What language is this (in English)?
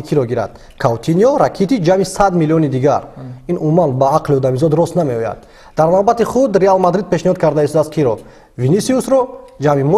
Tajik